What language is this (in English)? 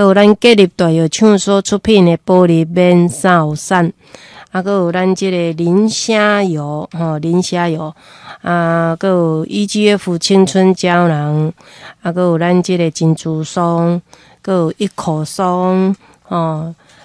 Min Nan Chinese